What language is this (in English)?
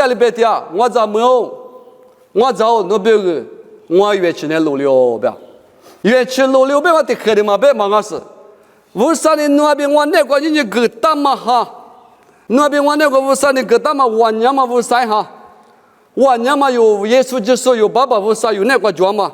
Lisu